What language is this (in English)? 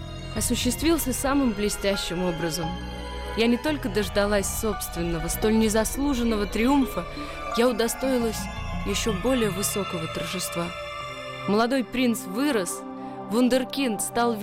Russian